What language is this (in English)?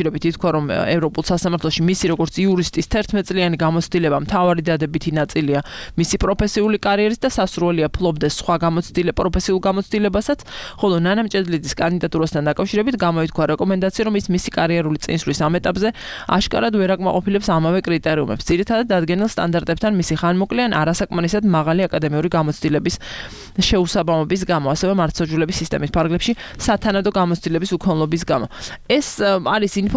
Georgian